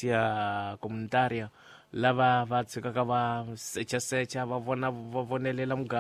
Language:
Tsonga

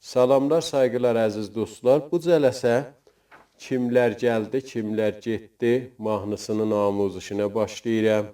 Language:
South Azerbaijani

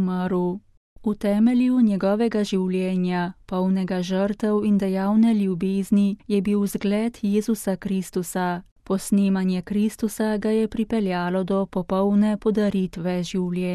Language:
Slovenian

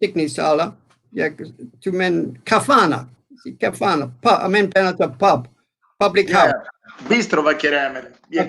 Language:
Balkan Romani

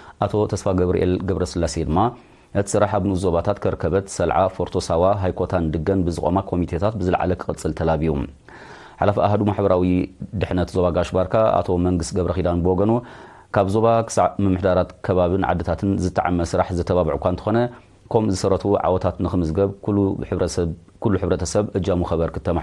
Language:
Tigrinya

